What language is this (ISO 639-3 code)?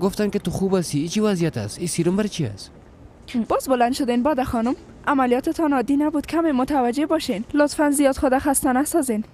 fas